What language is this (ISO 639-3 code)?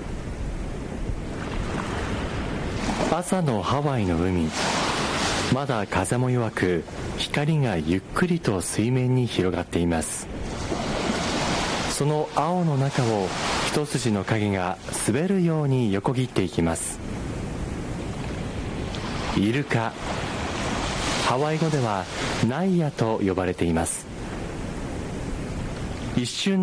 jpn